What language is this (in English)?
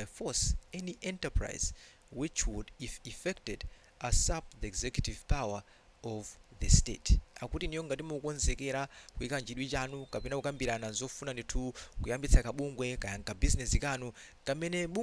Nyanja